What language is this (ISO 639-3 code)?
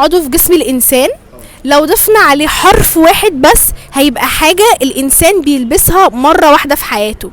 arz